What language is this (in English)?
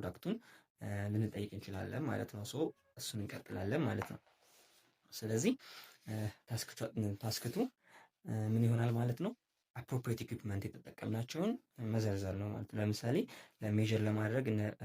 Amharic